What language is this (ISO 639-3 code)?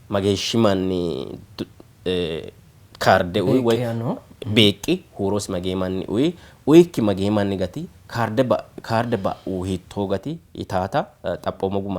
sid